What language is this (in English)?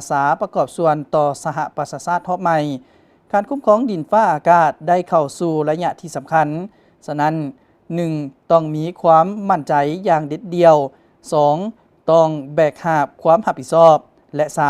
Lao